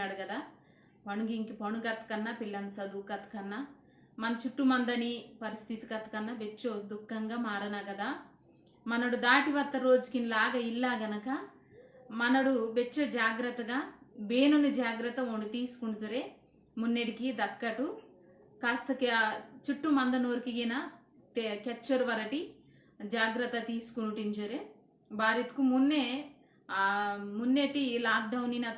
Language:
Koya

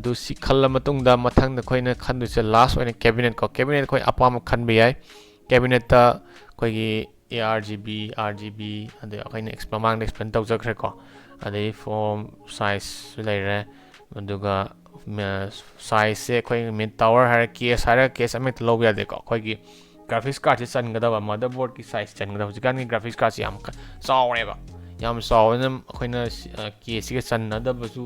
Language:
Manipuri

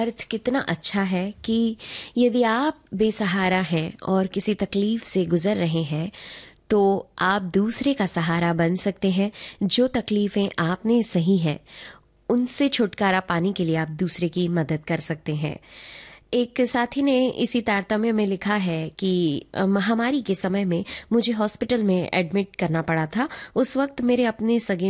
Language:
Hindi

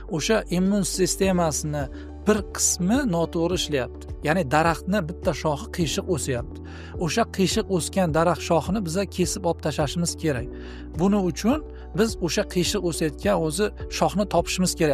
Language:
Uzbek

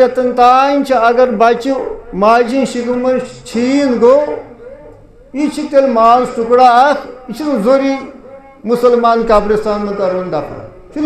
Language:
Kashmiri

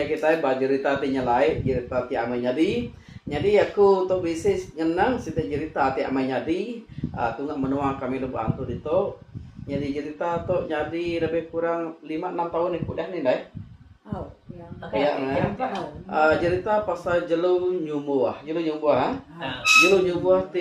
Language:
Iban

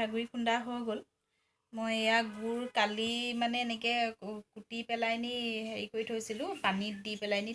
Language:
Assamese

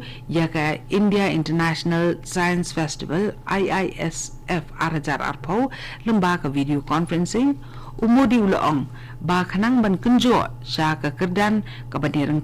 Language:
Khasi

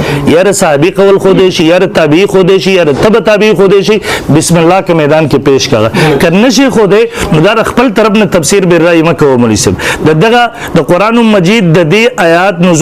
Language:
Pashto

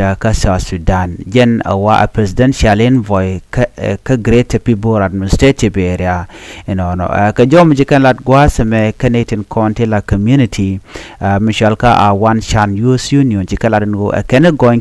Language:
Nuer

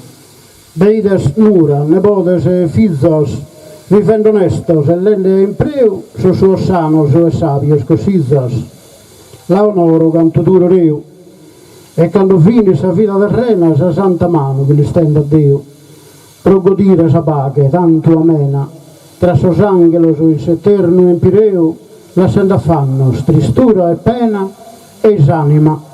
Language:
Sardinian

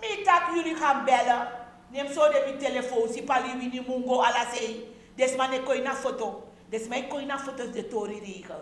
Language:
Sranan Tongo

